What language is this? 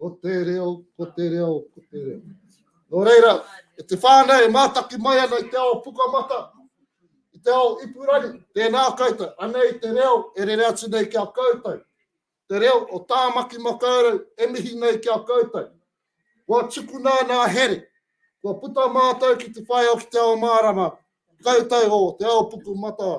Māori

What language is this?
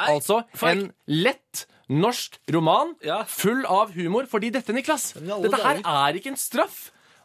Norwegian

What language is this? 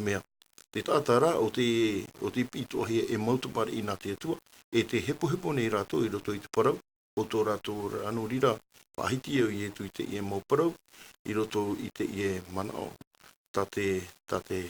Tahitian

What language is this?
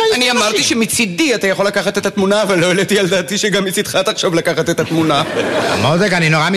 Hebrew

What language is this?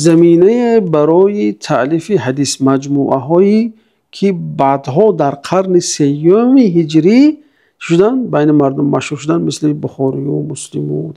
Tajik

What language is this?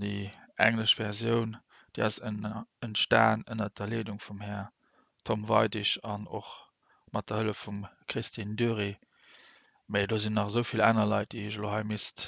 Luxembourgish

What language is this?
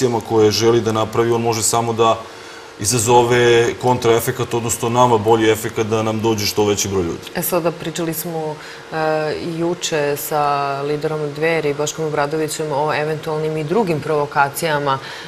Serbian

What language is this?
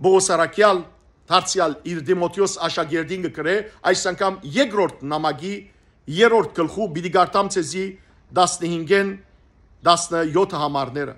Western Armenian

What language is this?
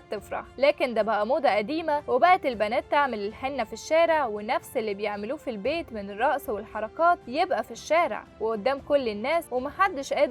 Egyptian Arabic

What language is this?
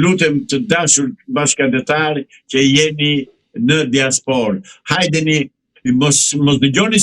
Albanian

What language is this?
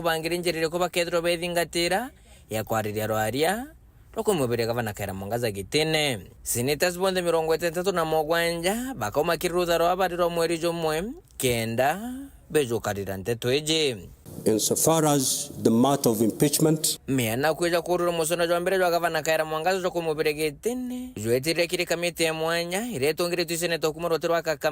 Meru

